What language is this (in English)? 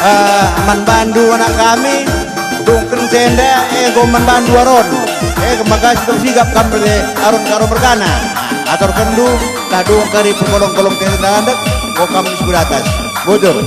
Batak Karo